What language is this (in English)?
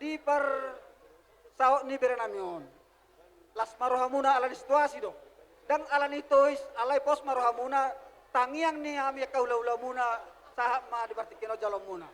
Batak Toba